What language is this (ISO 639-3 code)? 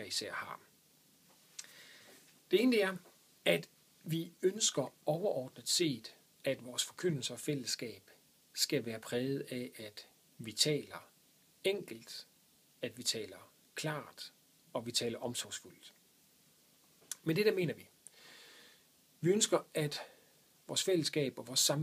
dan